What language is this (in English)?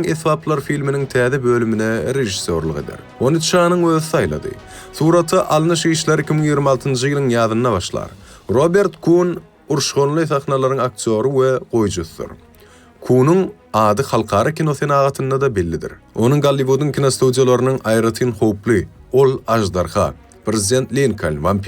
Turkmen